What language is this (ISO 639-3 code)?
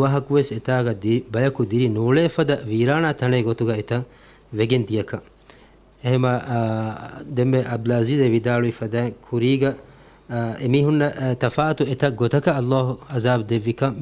div